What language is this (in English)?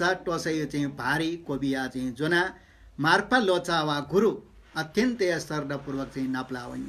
Newari